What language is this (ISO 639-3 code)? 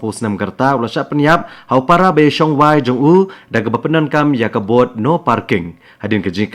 kha